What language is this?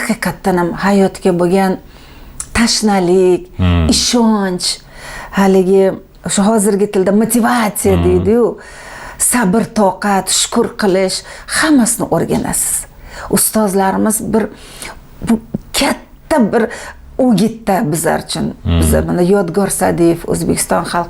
Uzbek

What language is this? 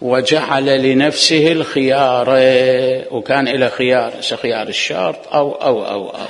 Mesopotamian Arabic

